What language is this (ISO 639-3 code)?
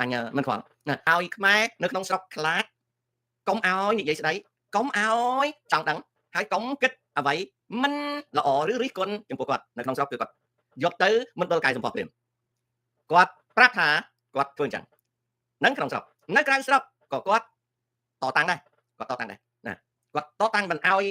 khm